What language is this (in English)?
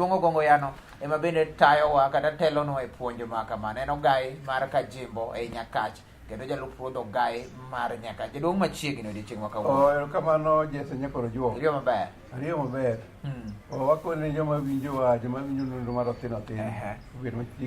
Luo (Kenya and Tanzania)